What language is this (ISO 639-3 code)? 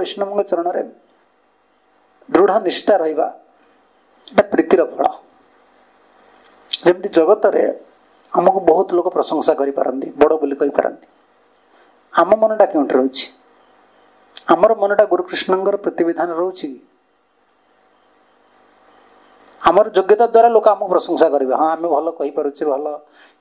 ori